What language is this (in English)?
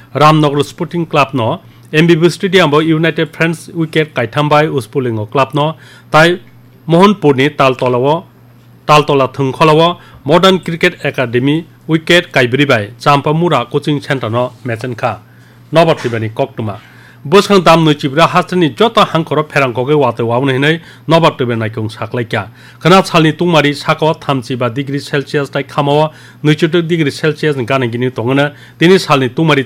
Kok Borok